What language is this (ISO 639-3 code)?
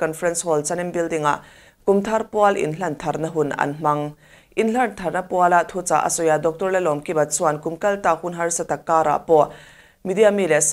lus